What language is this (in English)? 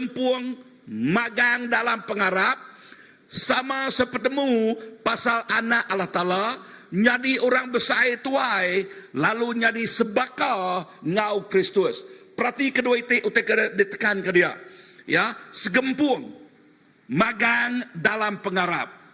Iban